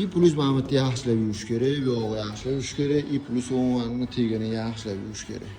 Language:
Uzbek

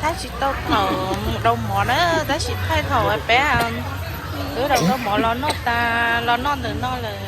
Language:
Hmong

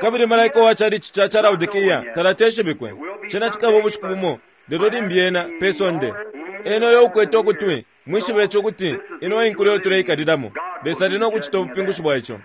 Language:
Bemba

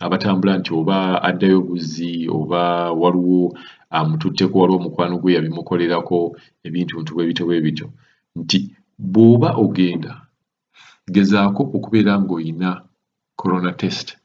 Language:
Ganda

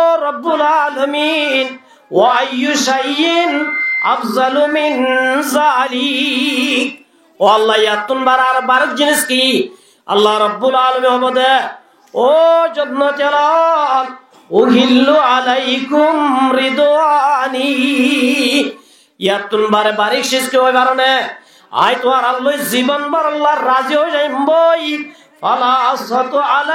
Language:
Rohingya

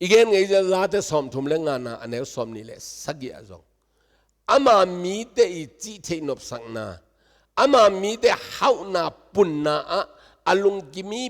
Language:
Tedim Chin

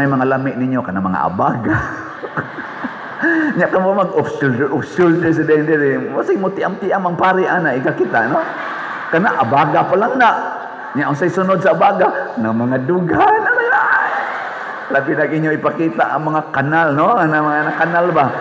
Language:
Cebuano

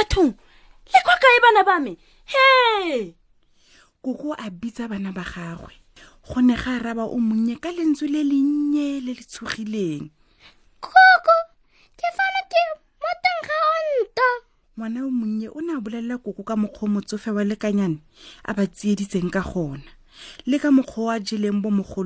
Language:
Tswana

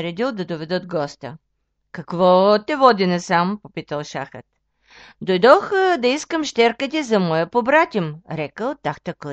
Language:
Bulgarian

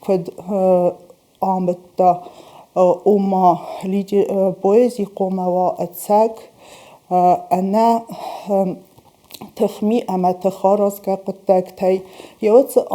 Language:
Ossetic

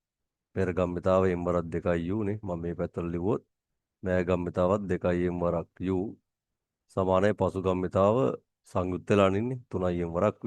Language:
Sinhala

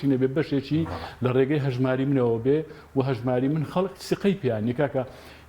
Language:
Central Kurdish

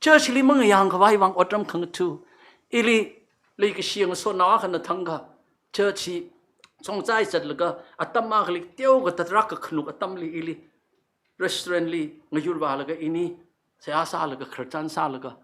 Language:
Tangkhul Naga (India)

